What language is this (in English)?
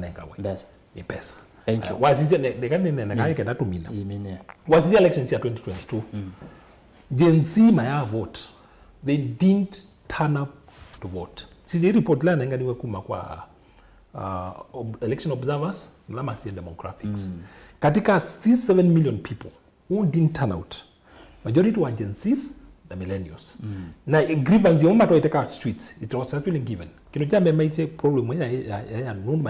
Kamba